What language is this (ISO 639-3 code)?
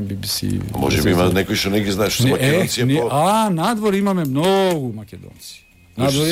mkd